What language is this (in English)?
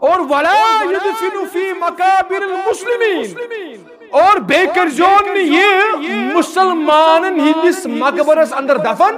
Kashmiri